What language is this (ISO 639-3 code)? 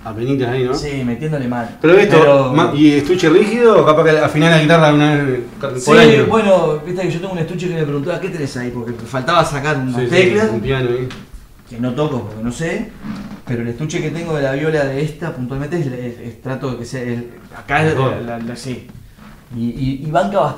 spa